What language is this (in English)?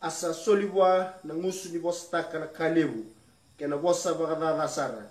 Fijian